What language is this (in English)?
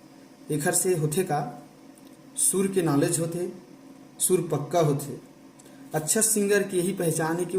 Chhattisgarhi